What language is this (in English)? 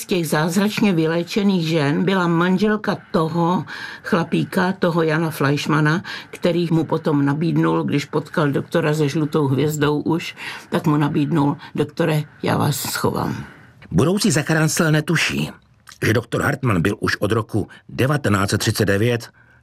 Czech